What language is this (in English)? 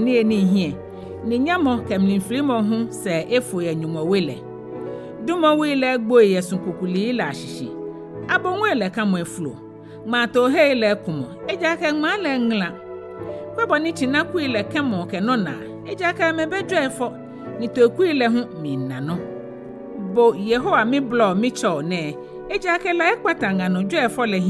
Ga